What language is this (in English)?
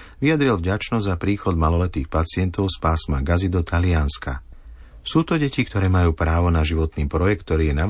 Slovak